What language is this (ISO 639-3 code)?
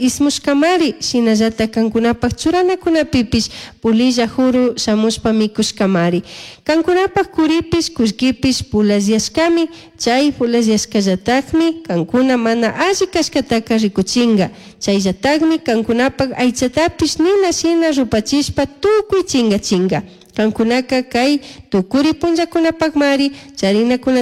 qug